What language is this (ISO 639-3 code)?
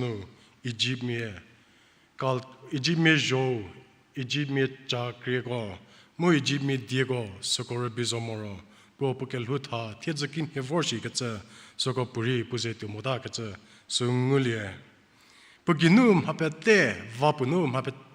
njm